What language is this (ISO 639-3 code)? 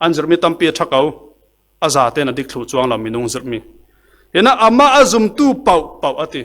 cfm